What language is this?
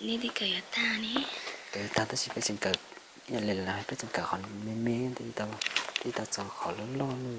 Hmong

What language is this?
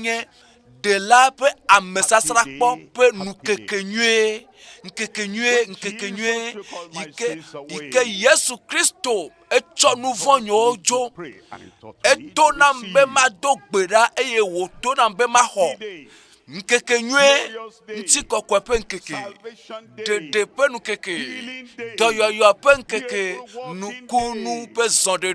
Ewe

